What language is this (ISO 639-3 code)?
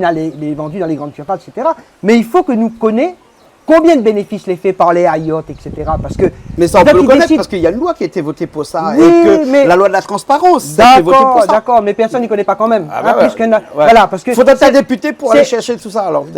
rcf